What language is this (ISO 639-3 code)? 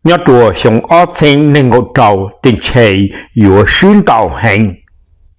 hmn